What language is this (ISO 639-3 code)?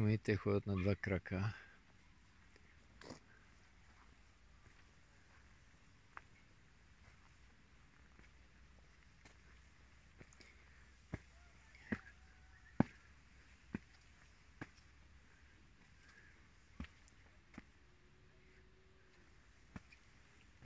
bul